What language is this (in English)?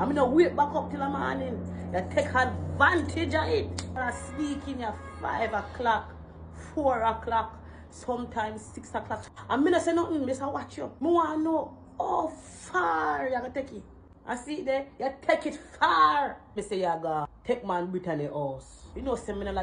Jamaican Creole English